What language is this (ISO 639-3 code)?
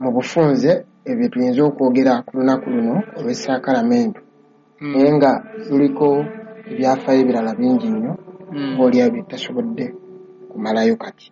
lug